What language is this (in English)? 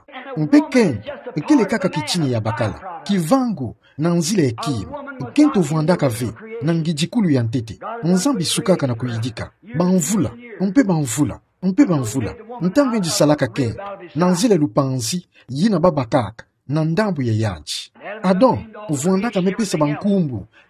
Kituba (Democratic Republic of Congo)